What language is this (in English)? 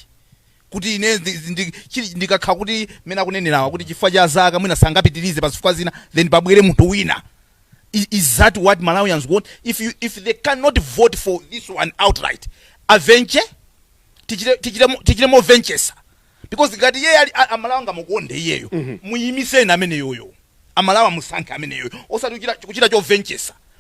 Nyanja